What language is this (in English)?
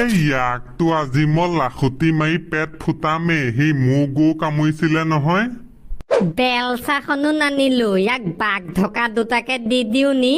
Assamese